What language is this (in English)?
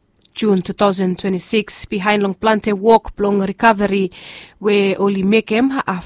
Bislama